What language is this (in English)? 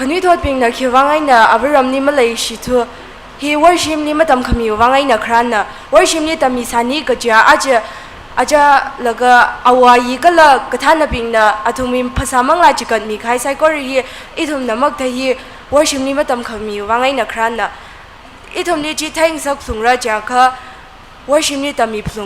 Tangkhul Naga (India)